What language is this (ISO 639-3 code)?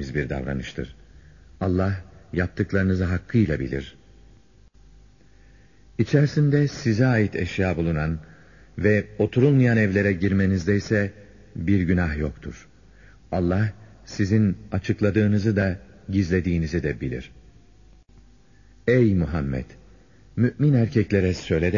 tur